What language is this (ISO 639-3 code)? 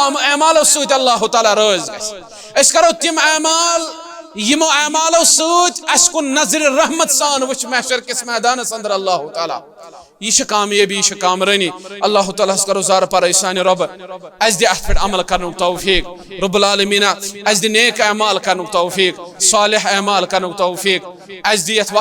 kas